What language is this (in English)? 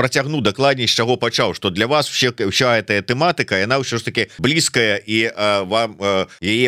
Belarusian